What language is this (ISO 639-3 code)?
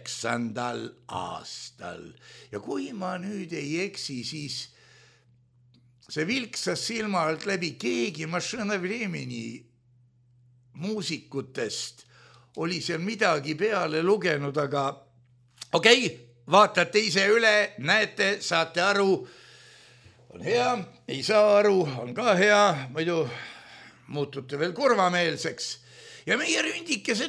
est